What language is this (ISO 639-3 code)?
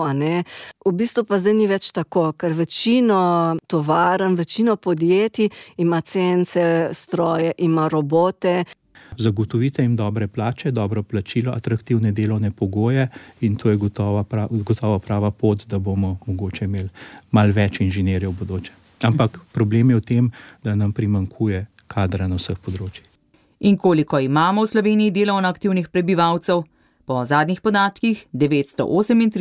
slv